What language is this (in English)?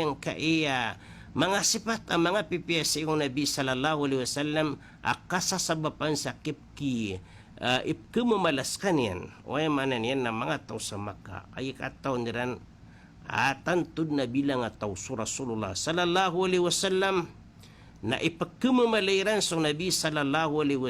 Maranao